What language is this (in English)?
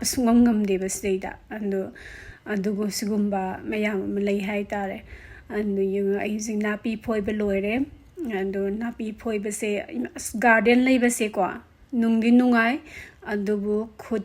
Manipuri